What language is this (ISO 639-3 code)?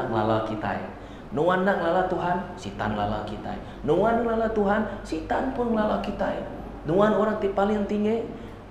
iba